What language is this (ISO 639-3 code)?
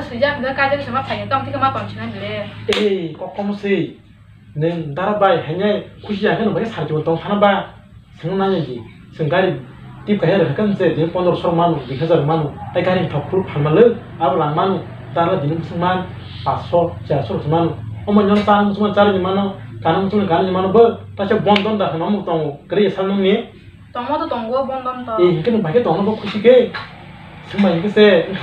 trp